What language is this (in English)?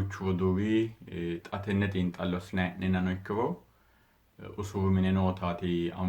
Sidamo